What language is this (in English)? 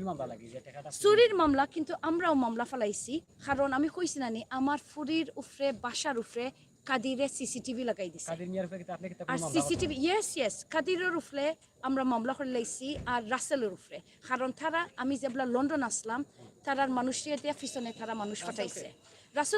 Sylheti